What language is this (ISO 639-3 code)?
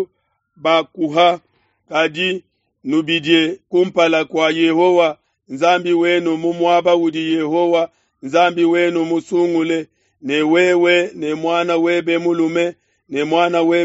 lua